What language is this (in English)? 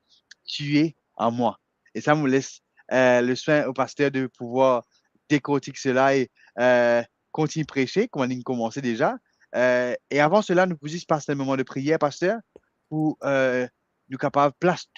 Morisyen